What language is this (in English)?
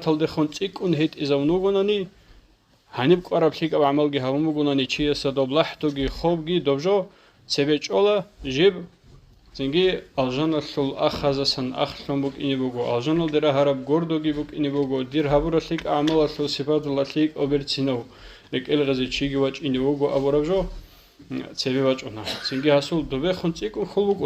Avaric